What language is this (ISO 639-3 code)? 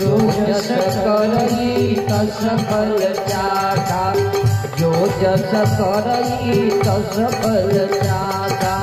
mai